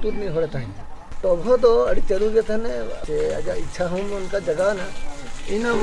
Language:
Santali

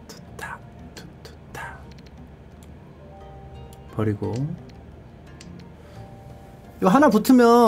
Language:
Korean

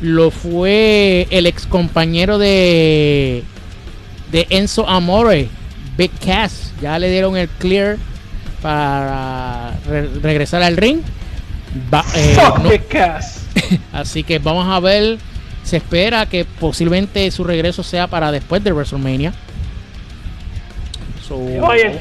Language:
Spanish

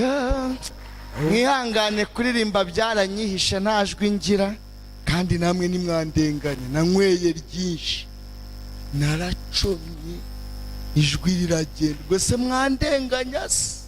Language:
Kinyarwanda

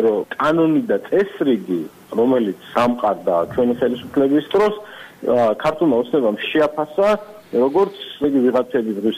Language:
Georgian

